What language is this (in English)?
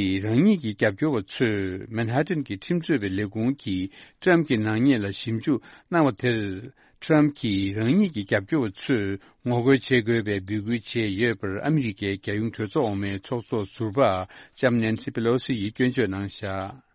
Tibetan